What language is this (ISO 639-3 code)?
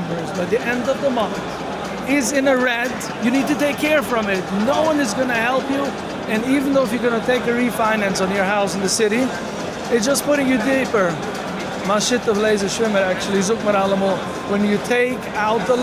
yid